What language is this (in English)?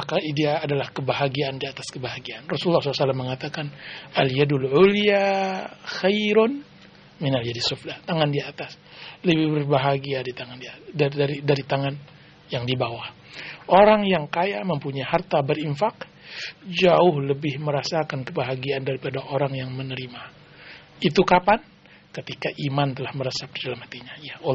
Indonesian